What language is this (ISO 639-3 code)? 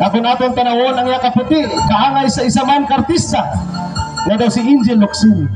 hil